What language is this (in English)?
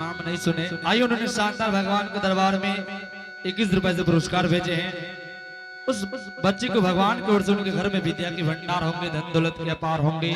Angika